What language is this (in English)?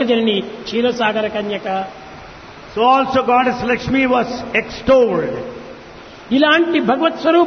Telugu